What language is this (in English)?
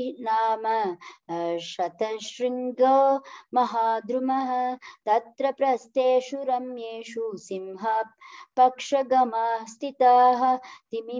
Sanskrit